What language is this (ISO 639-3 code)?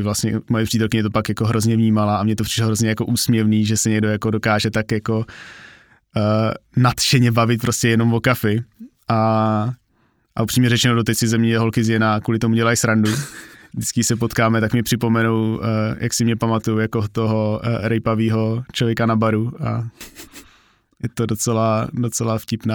ces